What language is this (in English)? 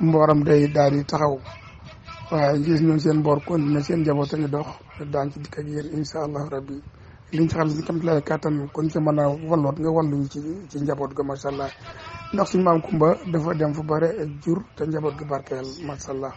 Wolof